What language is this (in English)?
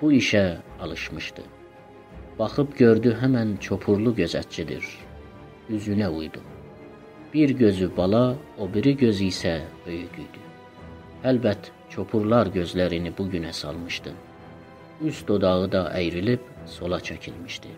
South Azerbaijani